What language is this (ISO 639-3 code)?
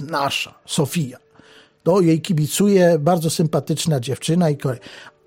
pol